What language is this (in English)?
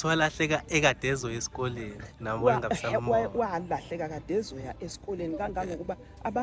Zulu